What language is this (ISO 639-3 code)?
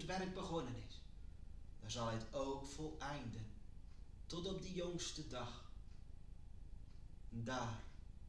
nld